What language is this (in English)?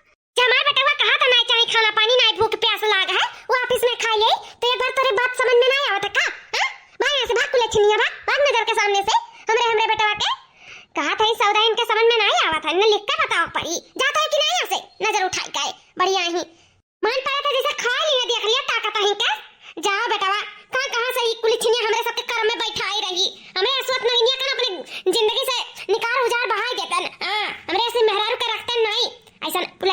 Awadhi